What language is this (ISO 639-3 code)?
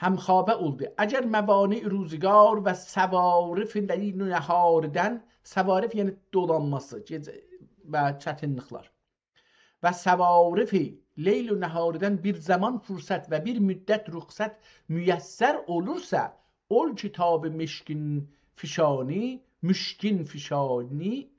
azb